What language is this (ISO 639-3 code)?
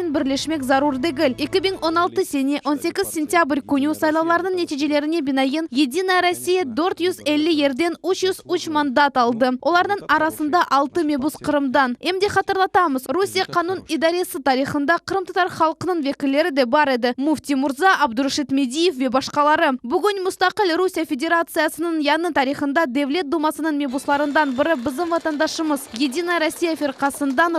crh